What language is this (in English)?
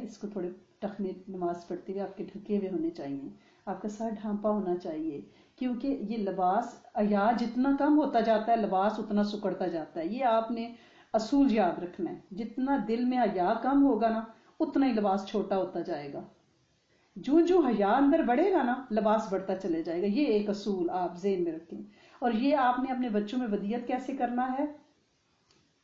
Urdu